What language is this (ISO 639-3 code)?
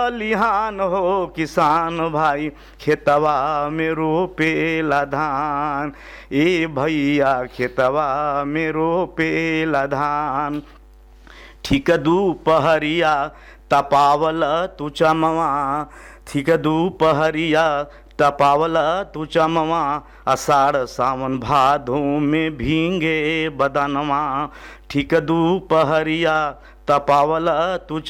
bho